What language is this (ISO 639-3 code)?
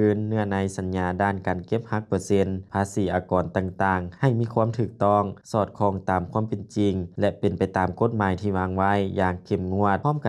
lao